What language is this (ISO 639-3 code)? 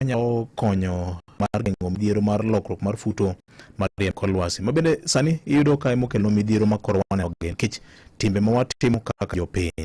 luo